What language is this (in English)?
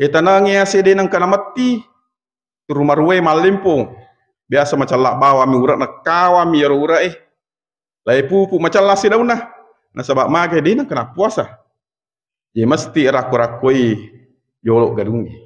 Buginese